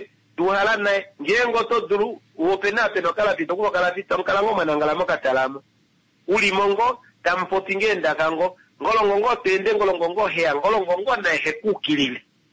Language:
Kuanyama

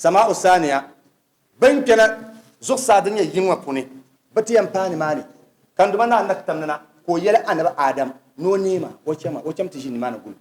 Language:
Dagbani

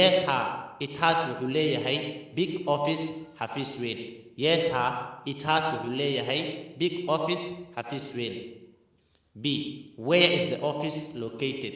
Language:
Somali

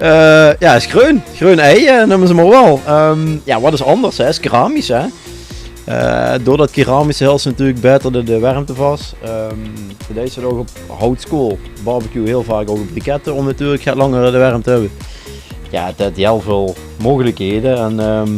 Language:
Limburgish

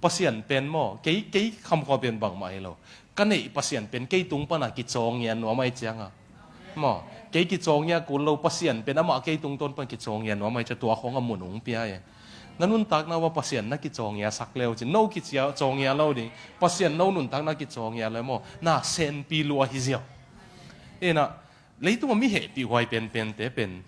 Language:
Tedim Chin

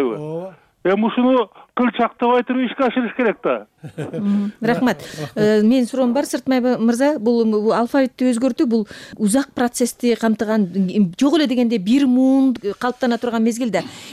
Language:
Kyrgyz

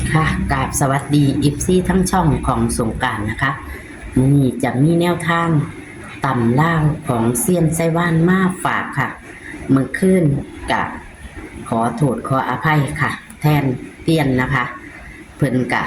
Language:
Northeastern Thai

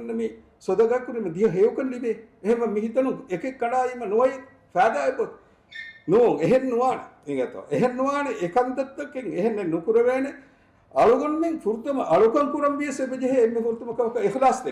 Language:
Divehi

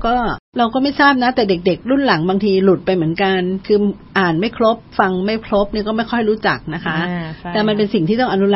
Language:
Thai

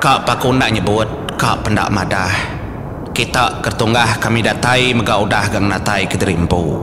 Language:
Iban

